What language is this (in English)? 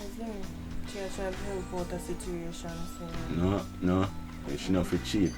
Jamaican Creole English